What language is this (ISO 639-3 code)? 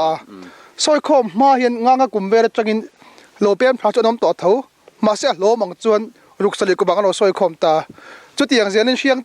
lus